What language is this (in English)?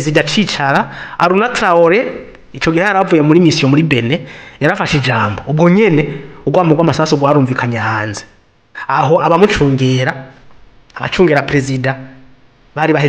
Rundi